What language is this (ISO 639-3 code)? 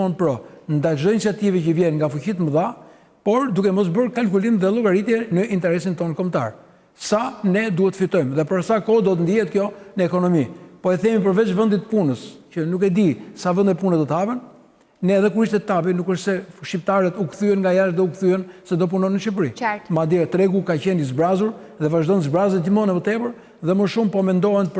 sqi